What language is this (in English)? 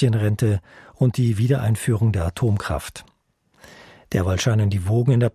German